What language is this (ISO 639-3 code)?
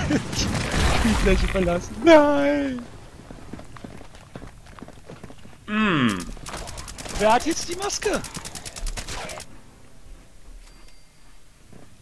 deu